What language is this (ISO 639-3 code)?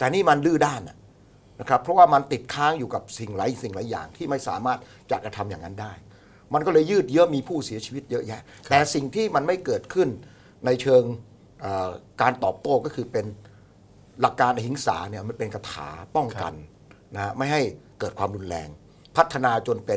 tha